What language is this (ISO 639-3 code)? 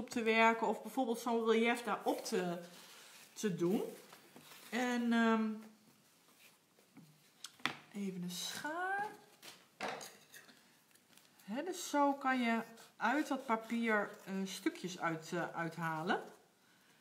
nld